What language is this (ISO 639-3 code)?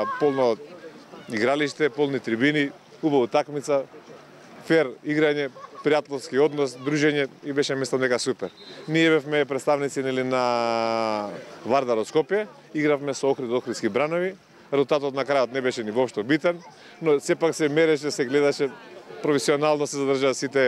mkd